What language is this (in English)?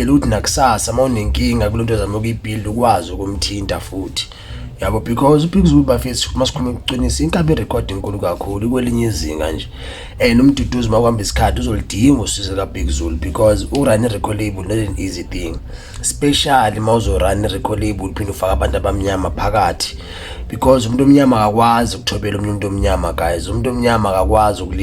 Zulu